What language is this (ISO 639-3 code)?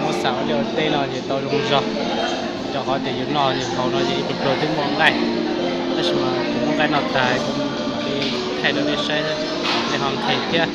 hmn